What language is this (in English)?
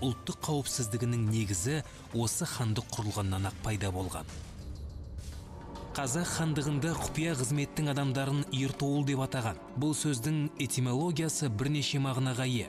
Kazakh